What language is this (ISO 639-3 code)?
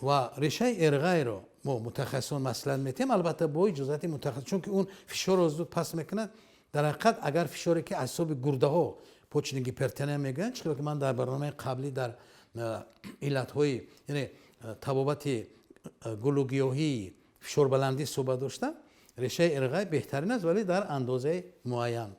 tgk